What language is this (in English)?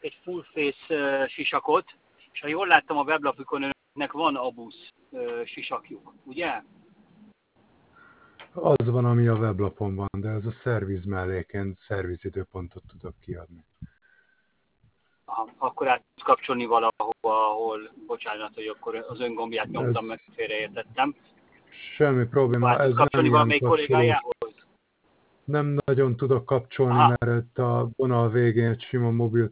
Hungarian